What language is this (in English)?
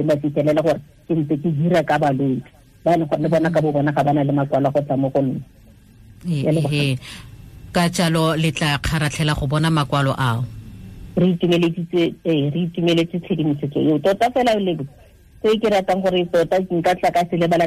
Tswana